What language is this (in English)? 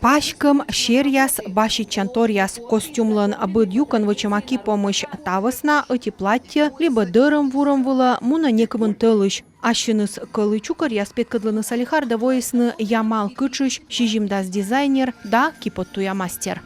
Komi